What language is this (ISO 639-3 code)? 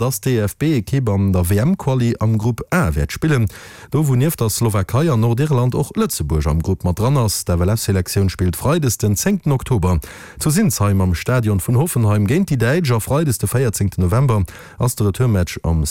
ltz